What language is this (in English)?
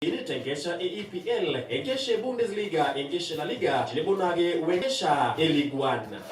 Masai